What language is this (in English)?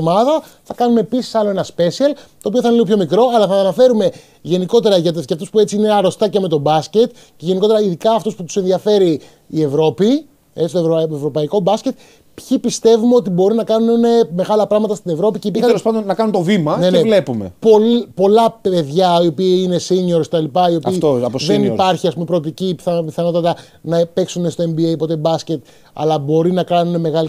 Greek